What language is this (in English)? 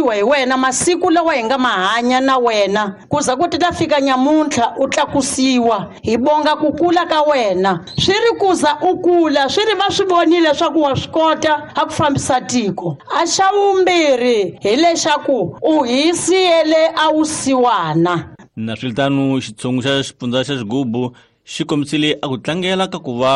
Tsonga